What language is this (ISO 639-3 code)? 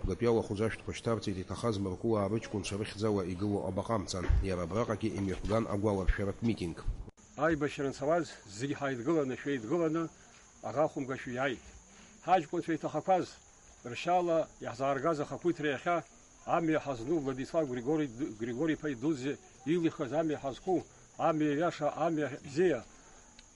abk